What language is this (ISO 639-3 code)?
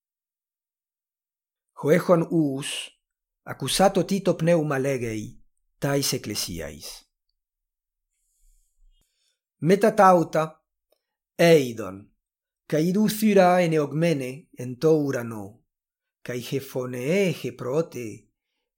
grc